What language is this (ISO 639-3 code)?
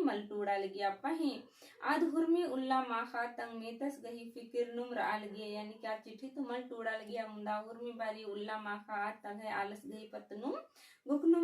kru